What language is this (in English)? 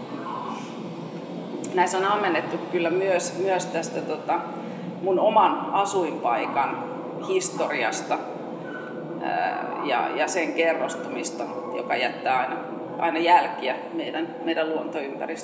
Finnish